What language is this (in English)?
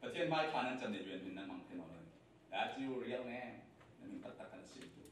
Falam Chin